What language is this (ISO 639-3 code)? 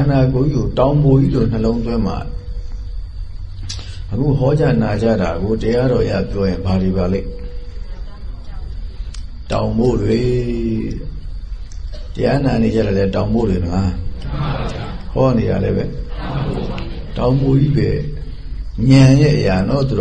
mya